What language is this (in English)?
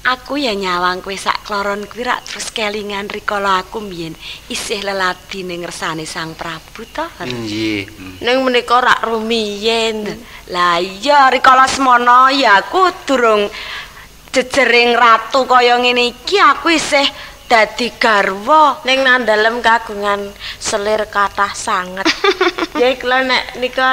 Javanese